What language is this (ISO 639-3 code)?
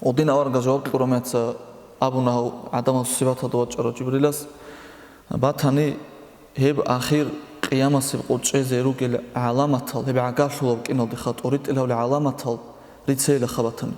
ava